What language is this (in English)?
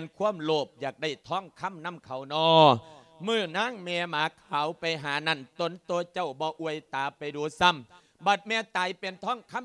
Lao